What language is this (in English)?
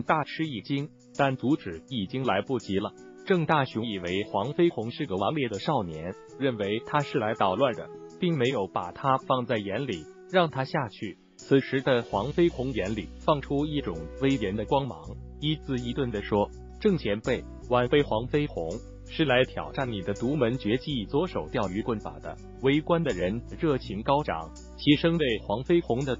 Chinese